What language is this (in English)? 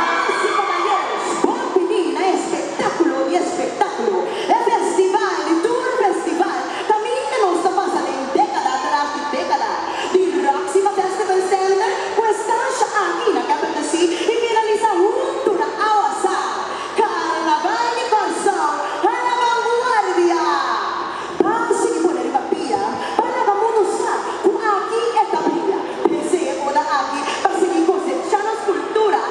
Papiamento